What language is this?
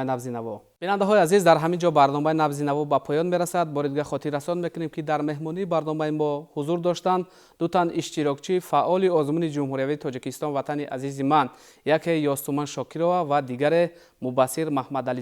Tajik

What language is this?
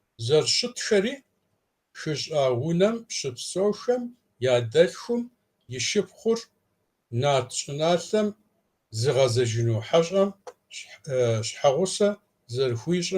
Kabardian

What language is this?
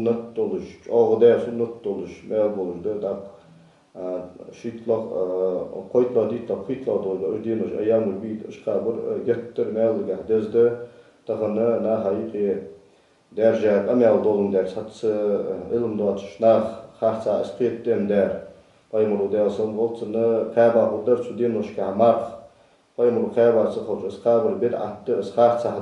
Ingush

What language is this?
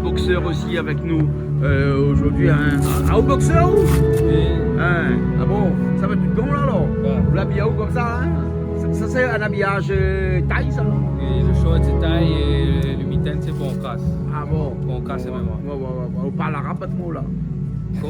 Réunion Creole French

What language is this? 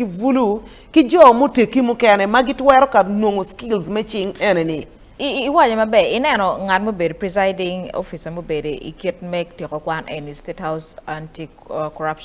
Acoli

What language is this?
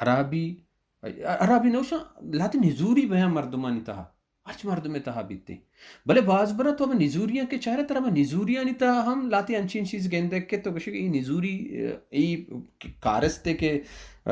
Baluchi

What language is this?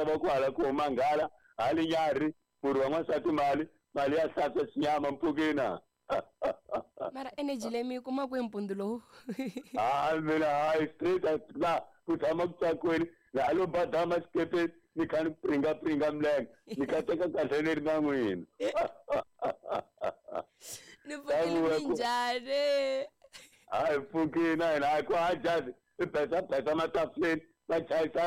Tsonga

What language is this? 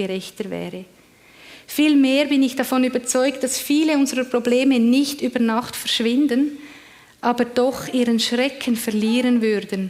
Swiss German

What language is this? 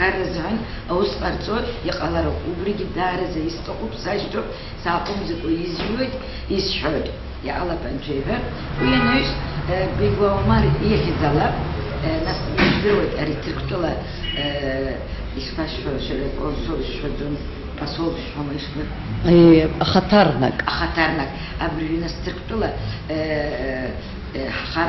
Abkhazian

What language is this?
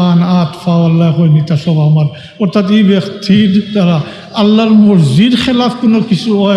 Sylheti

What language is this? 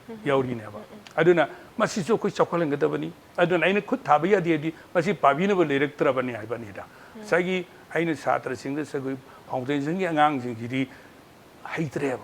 Manipuri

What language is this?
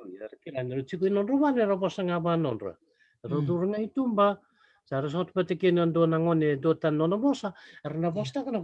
Fijian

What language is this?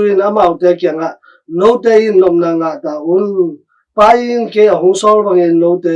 Tedim Chin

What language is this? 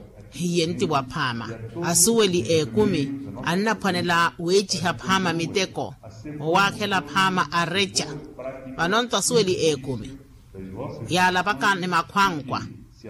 Makhuwa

